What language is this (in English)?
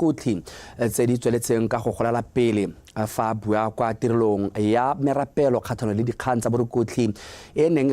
Tswana